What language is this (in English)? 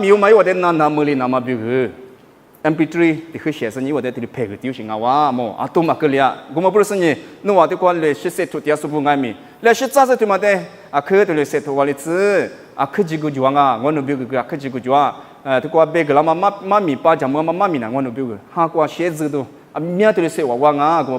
Lisu